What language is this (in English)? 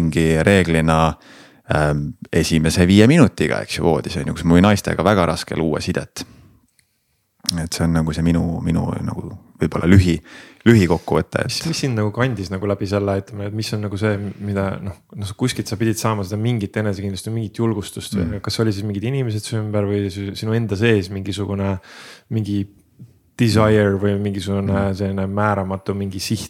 Estonian